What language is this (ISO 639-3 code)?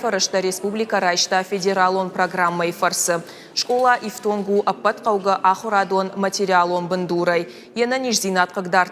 oss